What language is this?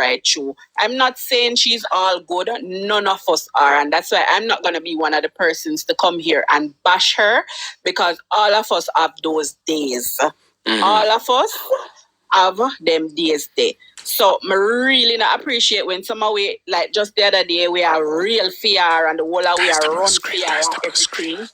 Jamaican Creole English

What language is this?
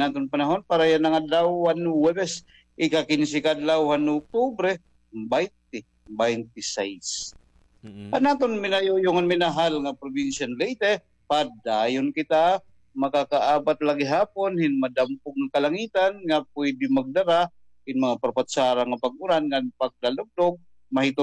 Waray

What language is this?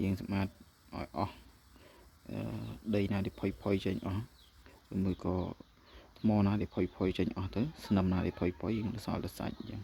Khmer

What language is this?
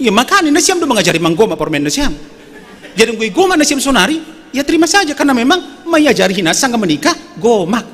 Batak Simalungun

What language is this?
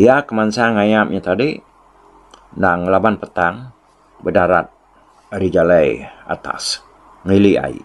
Iban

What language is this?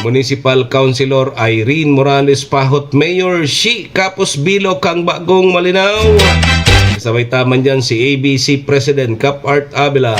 Bikol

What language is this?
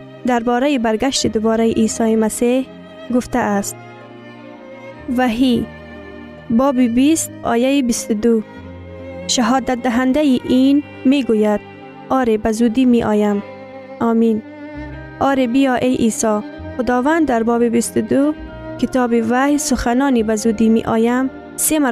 Persian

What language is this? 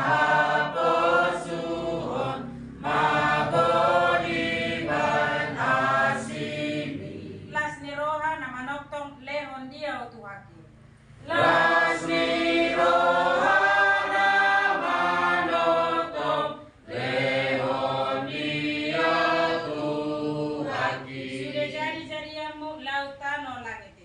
Batak Toba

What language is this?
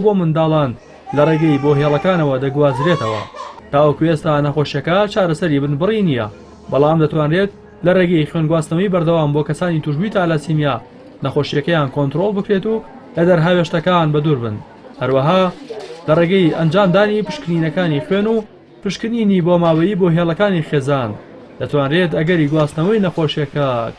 Central Kurdish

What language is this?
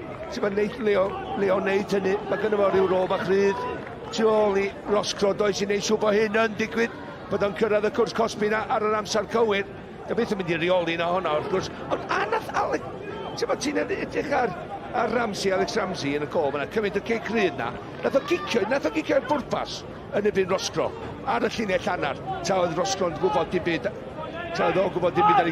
Welsh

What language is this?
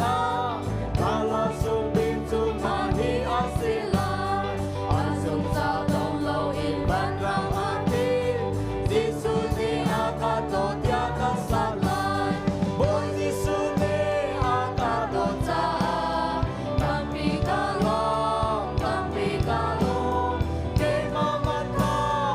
Hakha Chin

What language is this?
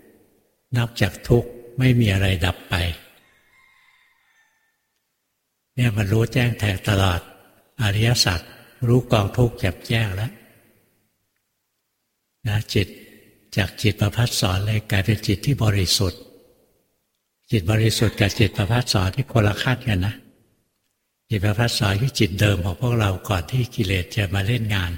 Thai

